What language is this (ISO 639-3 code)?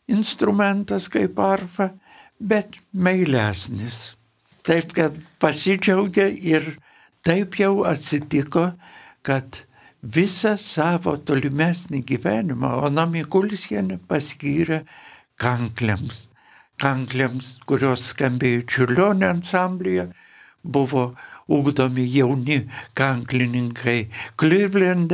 lit